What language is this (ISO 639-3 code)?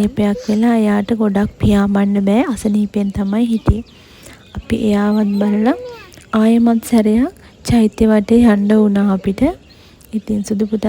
sin